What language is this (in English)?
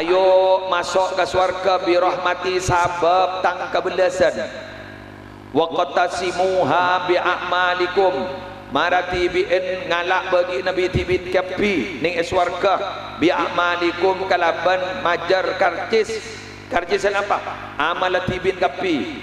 Madurese